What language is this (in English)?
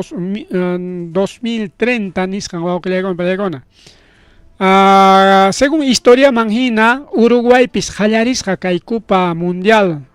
Ayacucho Quechua